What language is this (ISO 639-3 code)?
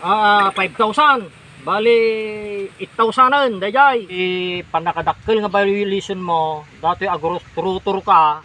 ilo